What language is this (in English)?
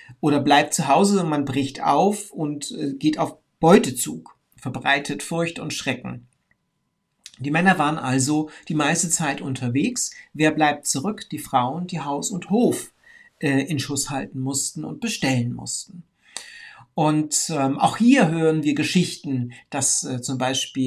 German